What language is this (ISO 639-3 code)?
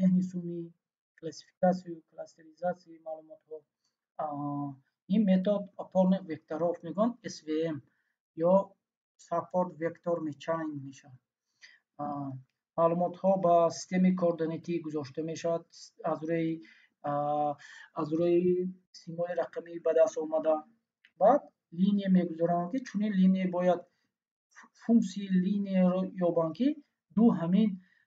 tgk